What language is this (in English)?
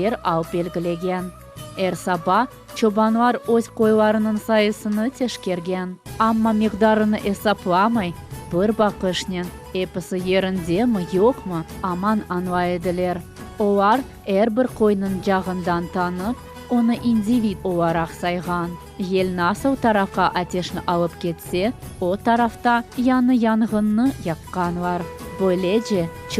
Crimean Tatar